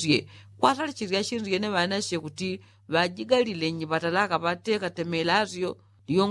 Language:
Yao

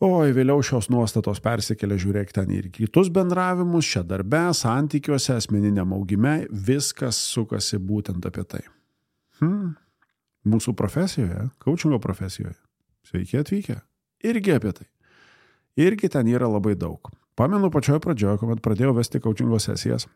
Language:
Lithuanian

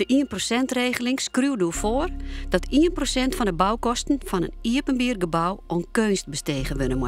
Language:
Western Frisian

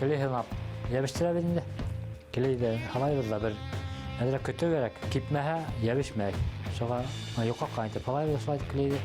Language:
Bashkir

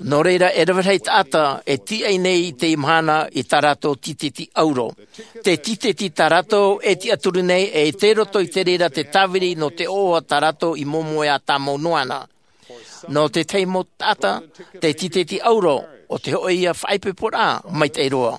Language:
Tahitian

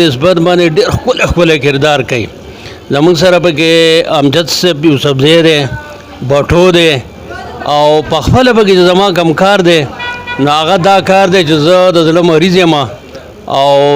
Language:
Pashto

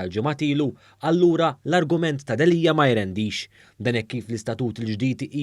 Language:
Maltese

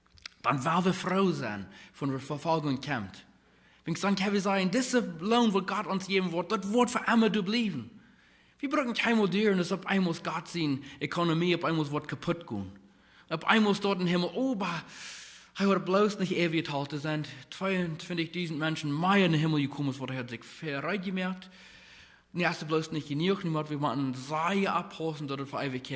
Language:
Plautdietsch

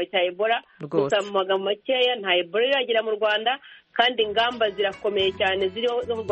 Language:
Kinyarwanda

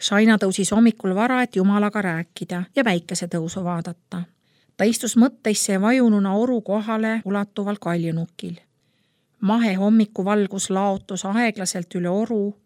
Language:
Estonian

